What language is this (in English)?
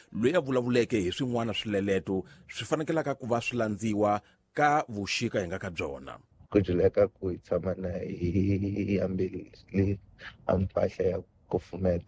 Tsonga